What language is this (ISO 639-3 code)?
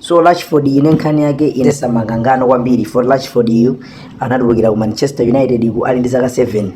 nya